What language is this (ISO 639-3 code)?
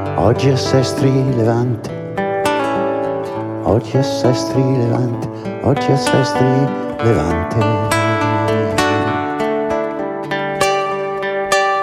ita